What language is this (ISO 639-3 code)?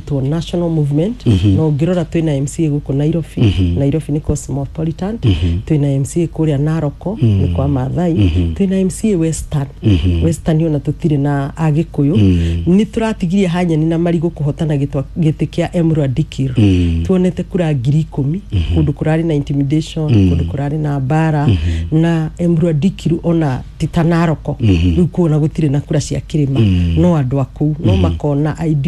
kik